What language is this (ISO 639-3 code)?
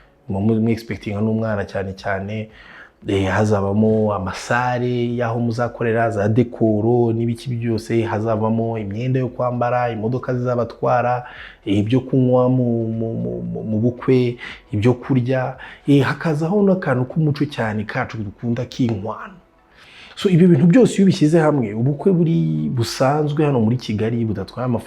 kin